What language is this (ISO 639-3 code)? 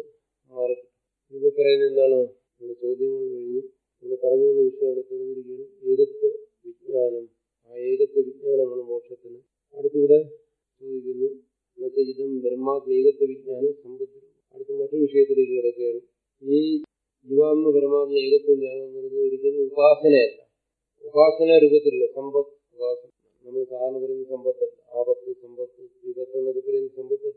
mal